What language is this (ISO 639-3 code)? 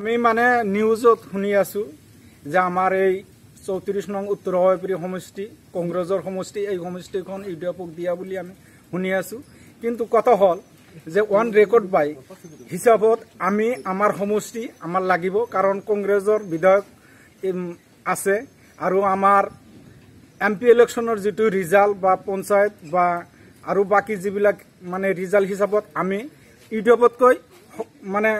asm